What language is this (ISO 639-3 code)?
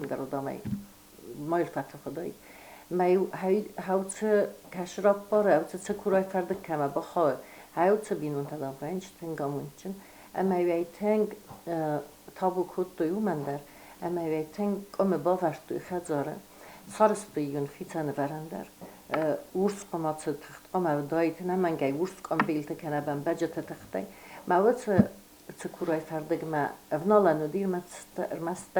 oss